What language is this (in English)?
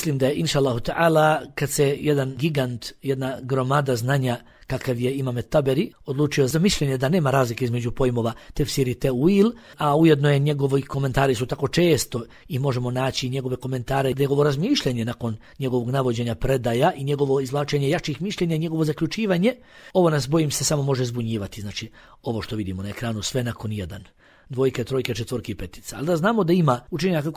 Bosnian